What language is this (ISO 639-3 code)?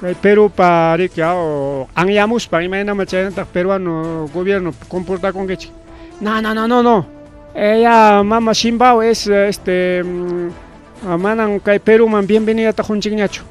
quy